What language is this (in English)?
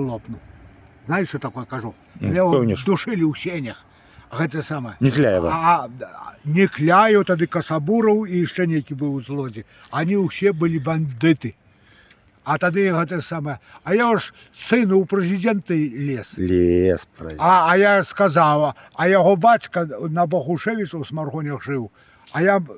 Belarusian